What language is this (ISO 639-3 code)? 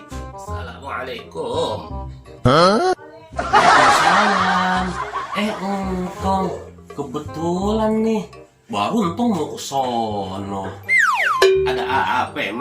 bew